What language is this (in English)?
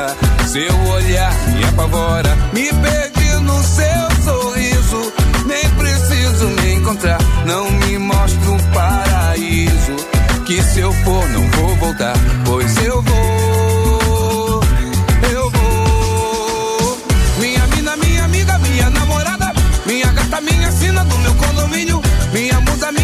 Portuguese